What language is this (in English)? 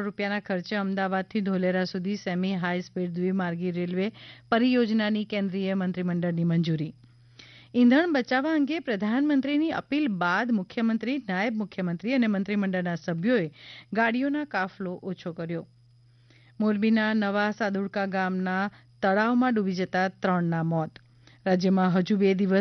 Gujarati